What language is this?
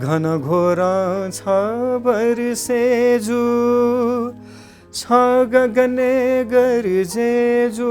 Newari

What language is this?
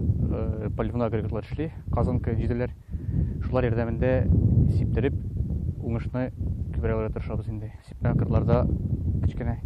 Tatar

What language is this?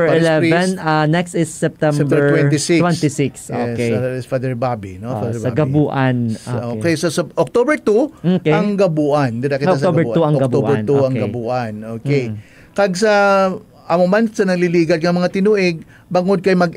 Hiligaynon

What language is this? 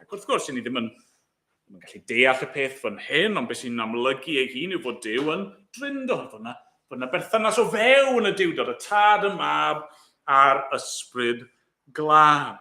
Welsh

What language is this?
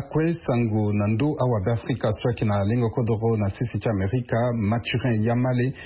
Sango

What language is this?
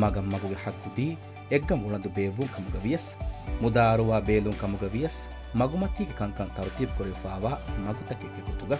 Divehi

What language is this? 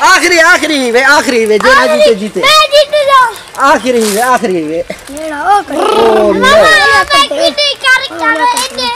Saraiki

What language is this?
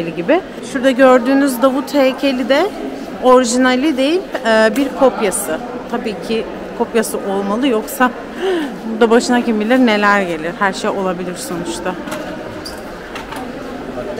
Turkish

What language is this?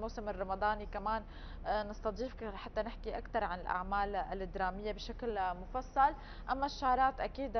North Levantine Arabic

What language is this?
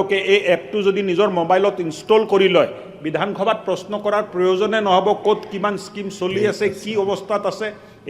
Assamese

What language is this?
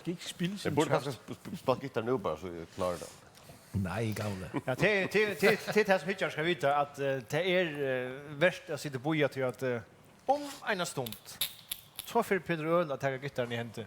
Faroese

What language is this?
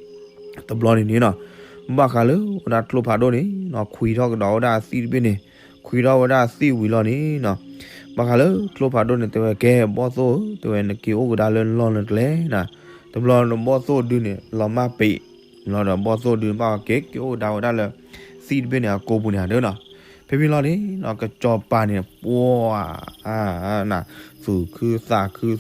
S'gaw Karen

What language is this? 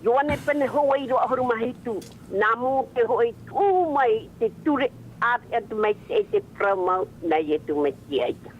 Tahitian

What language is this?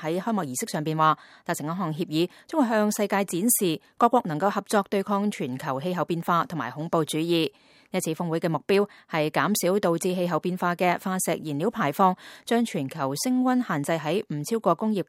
Cantonese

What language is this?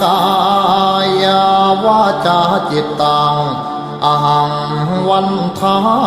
Pali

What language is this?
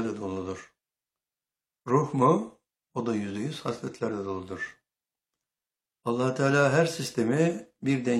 Turkish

